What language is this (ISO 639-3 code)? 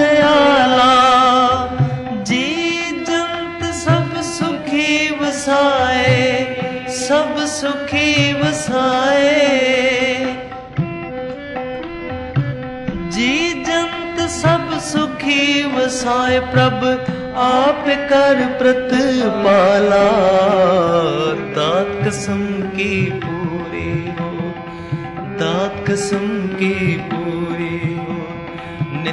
pan